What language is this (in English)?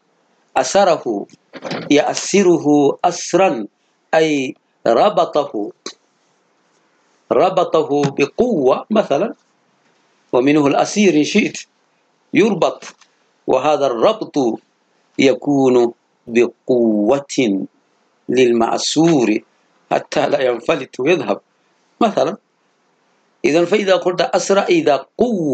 Arabic